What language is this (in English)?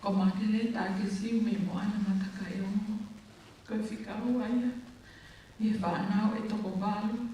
Tongan